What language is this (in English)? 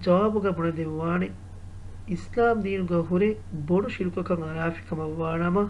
Divehi